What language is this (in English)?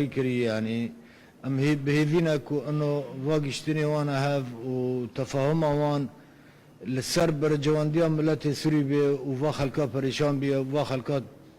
Kurdish